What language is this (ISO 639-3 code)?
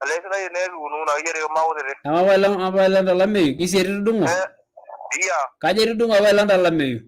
mas